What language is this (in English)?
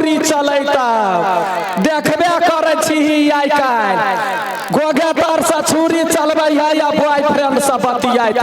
Maithili